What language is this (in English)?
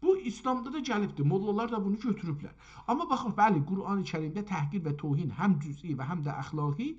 South Azerbaijani